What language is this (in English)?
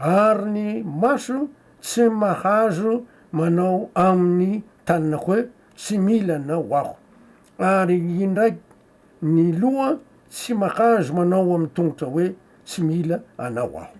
Malagasy